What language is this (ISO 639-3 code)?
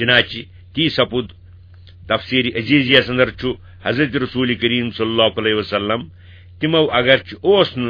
kas